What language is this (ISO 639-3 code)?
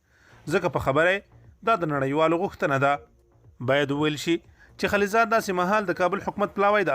pus